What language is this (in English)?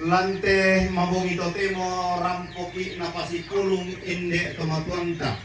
Toraja-Sa'dan